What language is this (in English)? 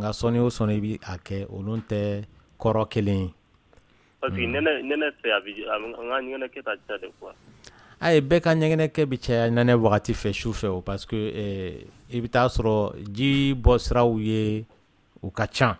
Dyula